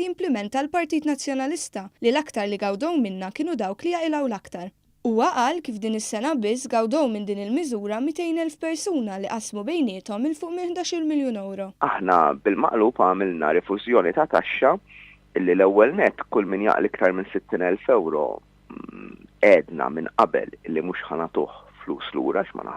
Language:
Maltese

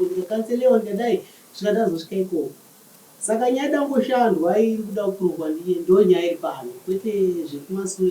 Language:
Shona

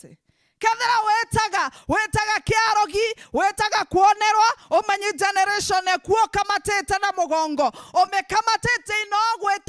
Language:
Meru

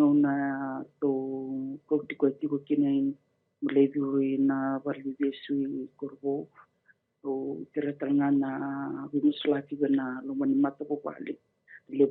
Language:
Fijian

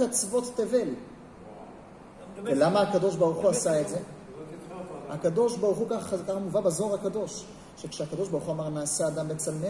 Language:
Hebrew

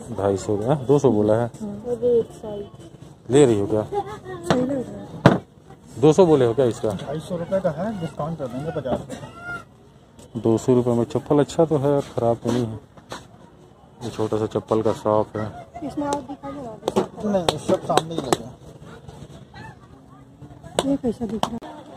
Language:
Hindi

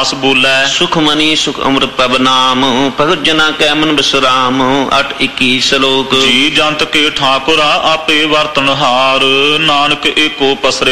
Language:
Punjabi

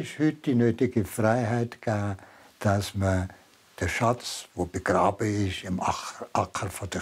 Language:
Swiss German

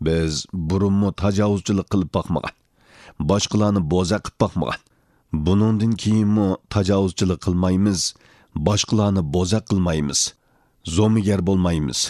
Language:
Uyghur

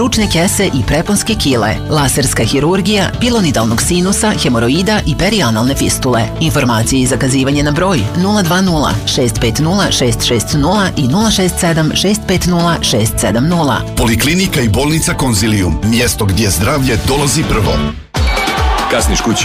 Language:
Serbian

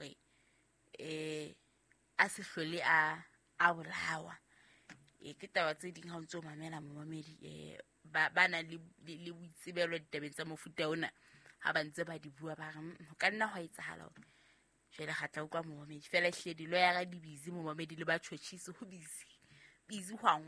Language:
Southern Sotho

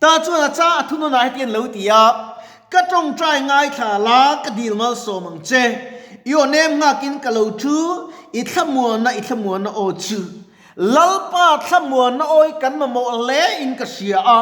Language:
Mizo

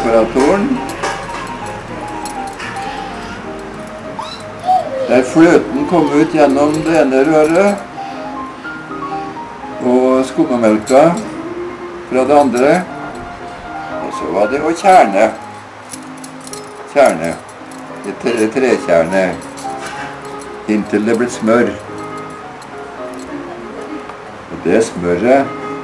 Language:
Norwegian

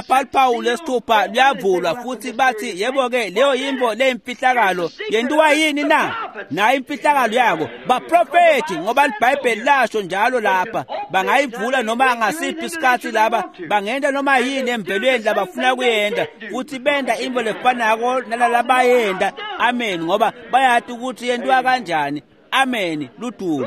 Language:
Swati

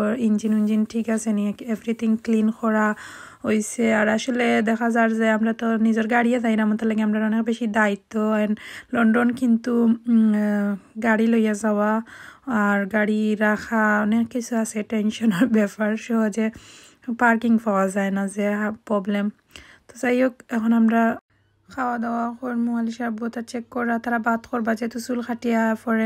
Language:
Sylheti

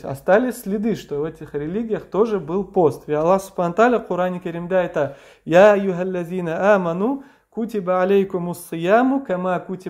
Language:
Crimean Tatar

